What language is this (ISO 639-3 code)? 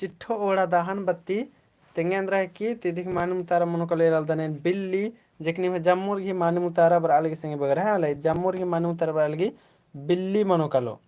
kru